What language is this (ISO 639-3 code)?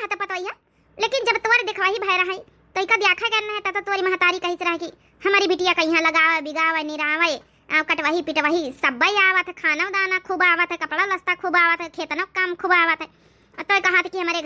awa